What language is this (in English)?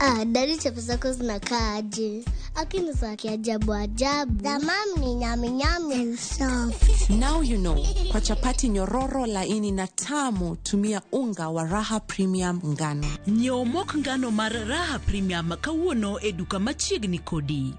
Luo (Kenya and Tanzania)